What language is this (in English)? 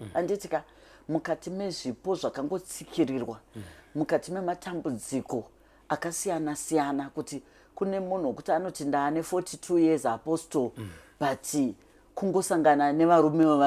Shona